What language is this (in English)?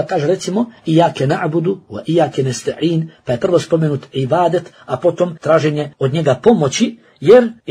Bosnian